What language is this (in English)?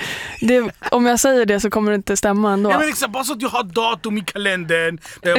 Swedish